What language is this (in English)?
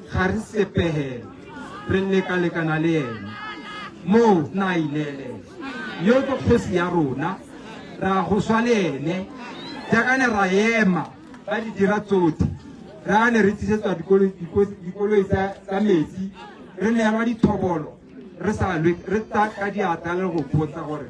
Tswana